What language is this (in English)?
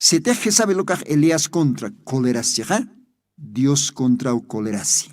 Aymara